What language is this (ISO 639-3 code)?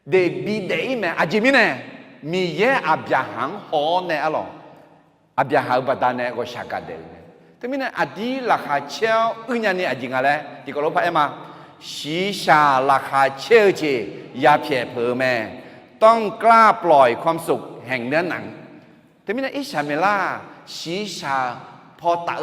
ahk